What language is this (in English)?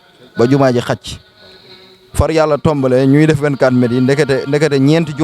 Wolof